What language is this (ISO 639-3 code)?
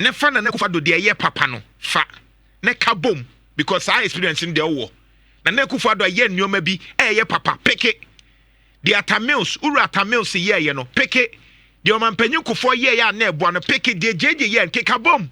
aka